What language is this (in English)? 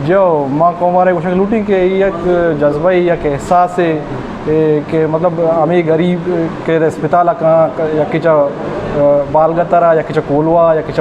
Eastern Balochi